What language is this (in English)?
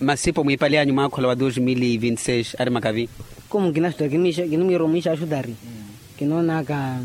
Makhuwa